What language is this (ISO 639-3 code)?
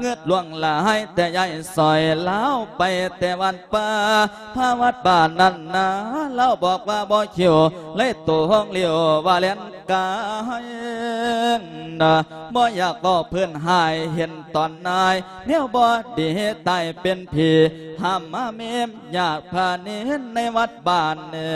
lao